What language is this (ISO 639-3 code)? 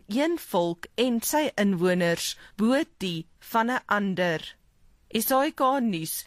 afr